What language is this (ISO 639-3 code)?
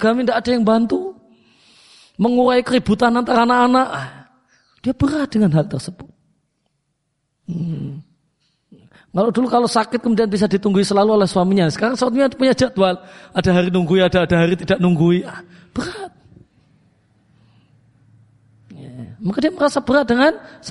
ind